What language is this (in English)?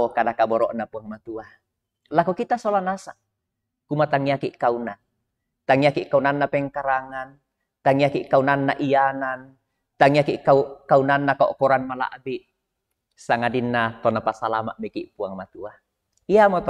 Toraja-Sa'dan